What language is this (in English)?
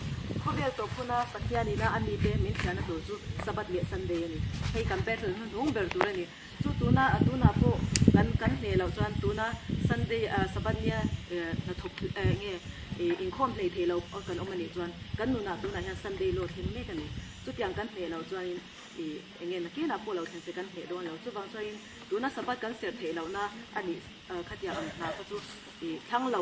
Mizo